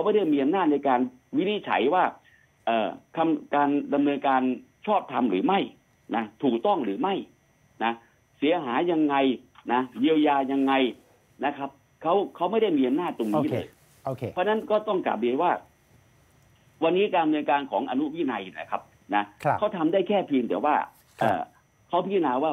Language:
Thai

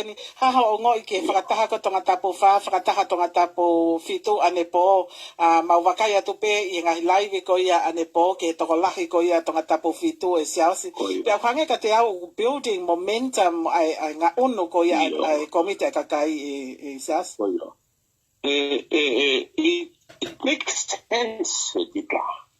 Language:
Tongan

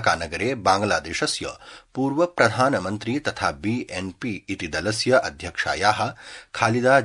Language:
Sanskrit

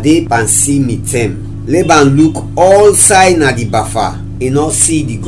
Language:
Krio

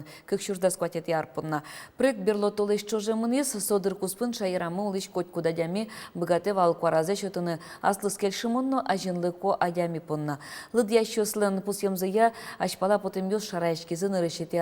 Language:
Udmurt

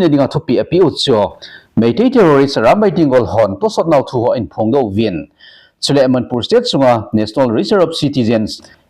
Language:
Thado Chin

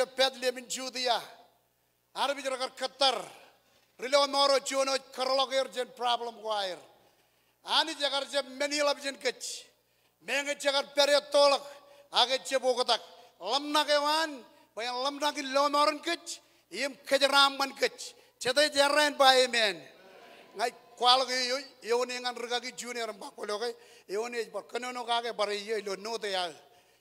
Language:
Marshallese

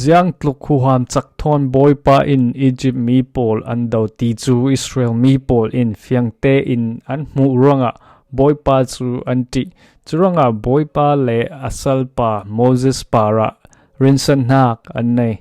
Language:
Falam Chin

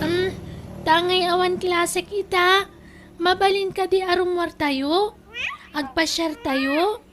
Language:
Iloko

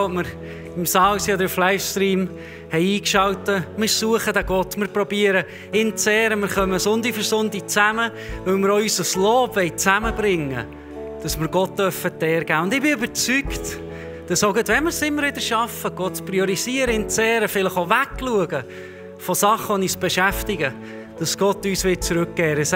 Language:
Swiss German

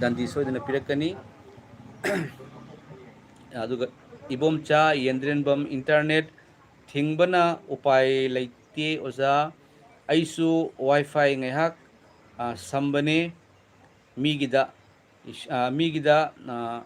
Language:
Manipuri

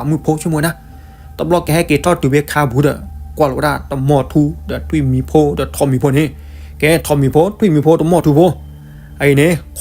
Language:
S'gaw Karen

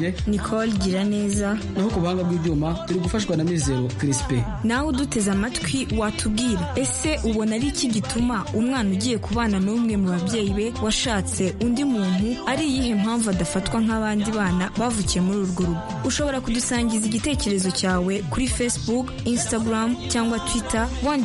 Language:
Kinyarwanda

